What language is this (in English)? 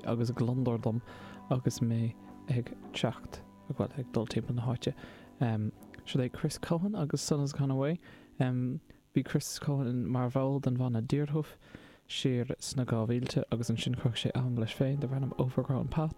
Irish